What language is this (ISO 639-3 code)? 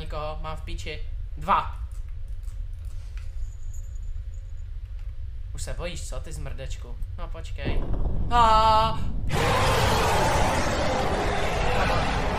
ces